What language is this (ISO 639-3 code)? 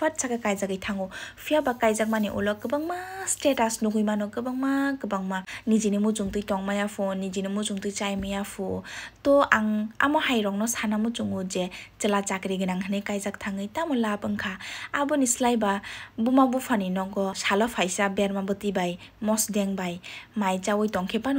trp